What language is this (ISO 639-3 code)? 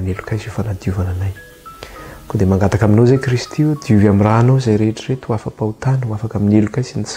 mlg